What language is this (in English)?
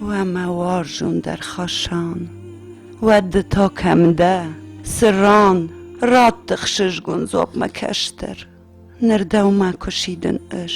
Ossetic